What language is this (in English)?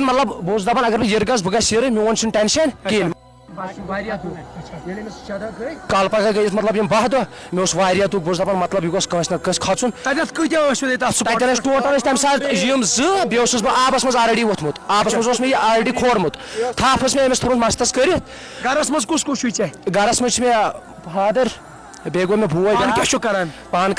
Kashmiri